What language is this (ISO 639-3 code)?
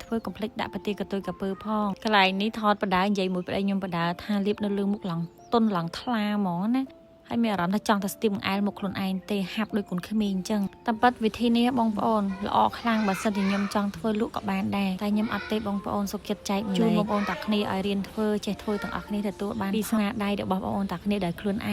khm